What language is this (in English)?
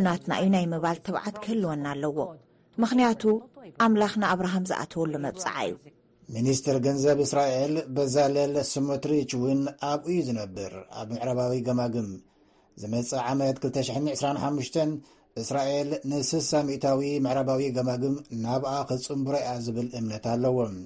Tigrinya